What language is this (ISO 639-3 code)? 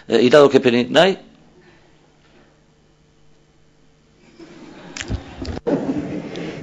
eus